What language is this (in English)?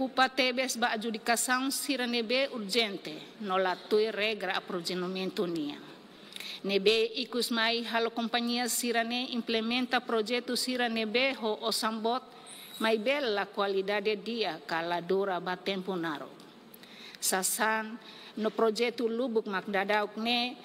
Tetum